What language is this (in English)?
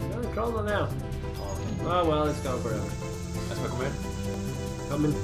Faroese